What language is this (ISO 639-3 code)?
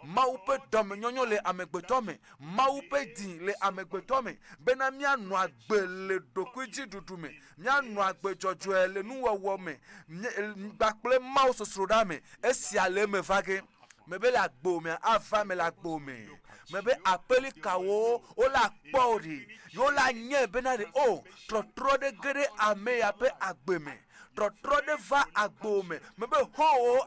ewe